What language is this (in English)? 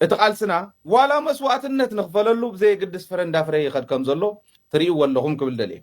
Tigrinya